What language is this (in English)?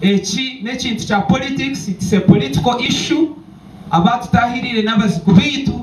Nyankole